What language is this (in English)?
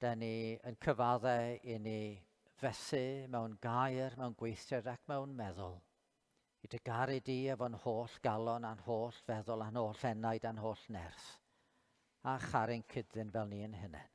Welsh